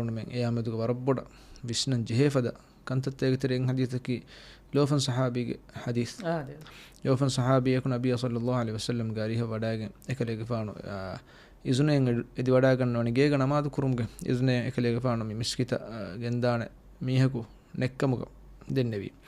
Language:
Divehi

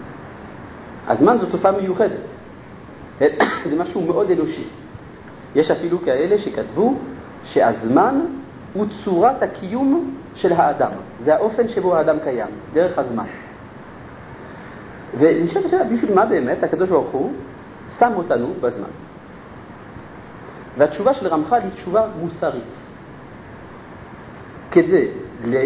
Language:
Hebrew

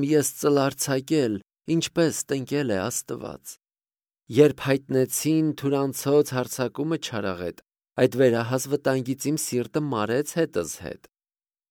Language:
Armenian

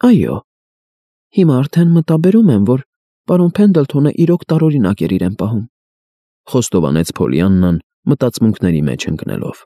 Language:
Armenian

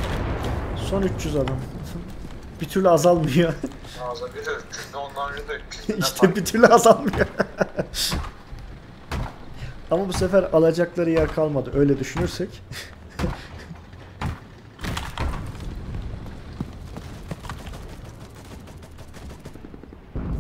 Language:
Turkish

